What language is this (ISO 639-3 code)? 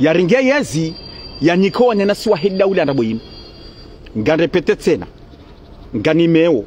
zdj